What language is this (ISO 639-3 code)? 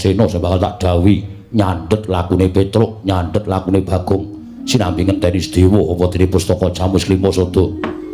jav